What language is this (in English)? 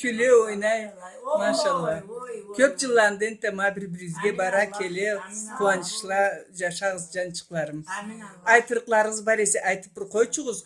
Karachay-Balkar